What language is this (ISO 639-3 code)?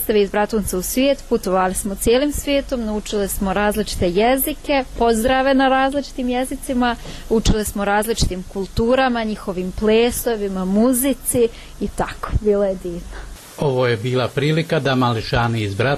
bos